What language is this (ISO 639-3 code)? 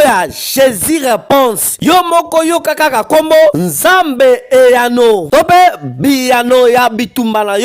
lin